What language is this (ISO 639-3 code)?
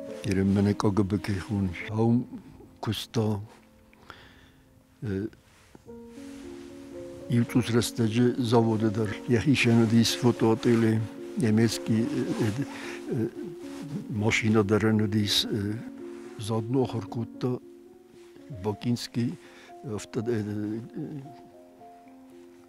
oss